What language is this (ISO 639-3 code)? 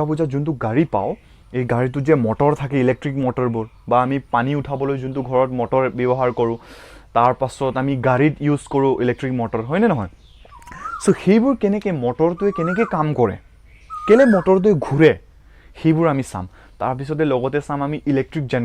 asm